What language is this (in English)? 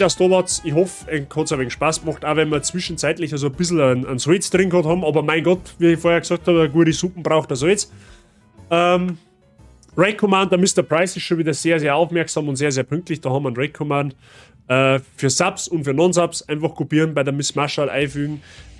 Bavarian